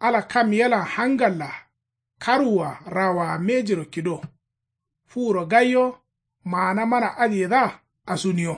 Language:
Kanuri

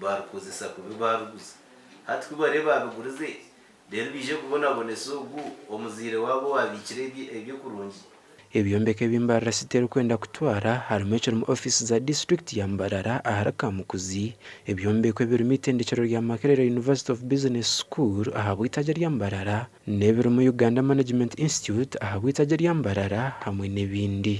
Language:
Nyankole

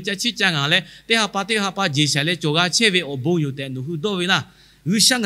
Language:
Lahu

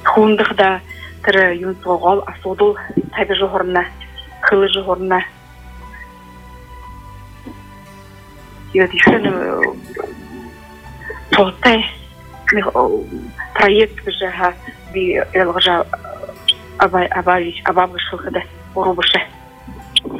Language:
Buriat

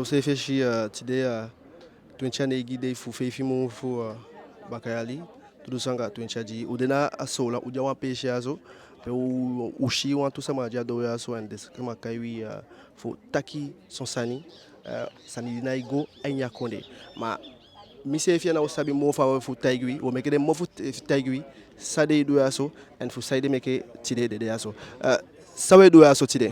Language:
Eastern Maroon Creole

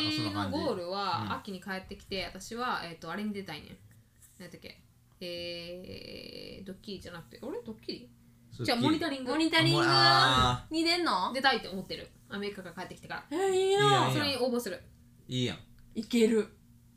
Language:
Japanese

